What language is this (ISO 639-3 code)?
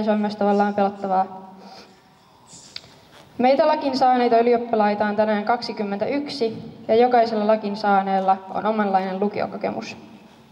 fin